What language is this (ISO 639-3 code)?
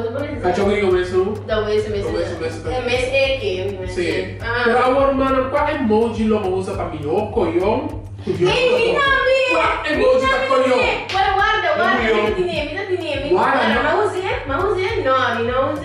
pap